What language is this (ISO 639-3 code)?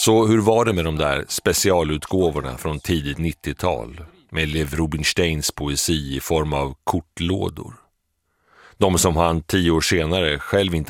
swe